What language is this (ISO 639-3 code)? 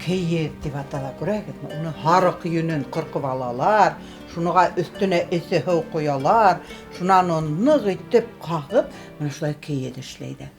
bak